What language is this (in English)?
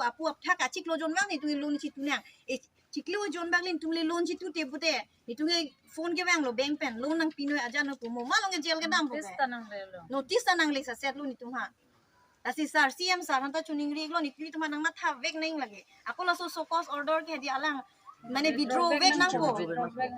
Karbi